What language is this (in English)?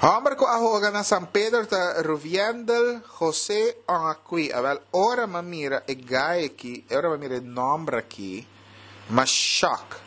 Papiamento